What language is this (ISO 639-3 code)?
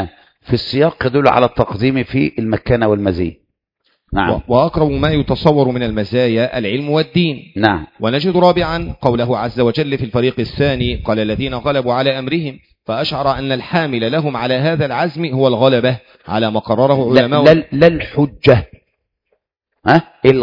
ara